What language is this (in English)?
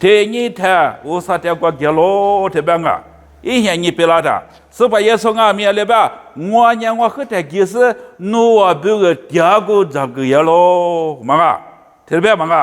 Lisu